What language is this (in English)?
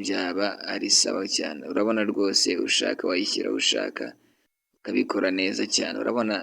Kinyarwanda